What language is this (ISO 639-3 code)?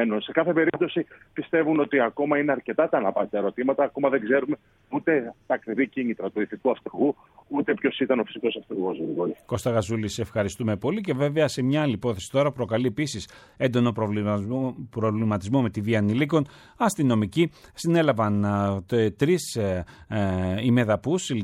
ell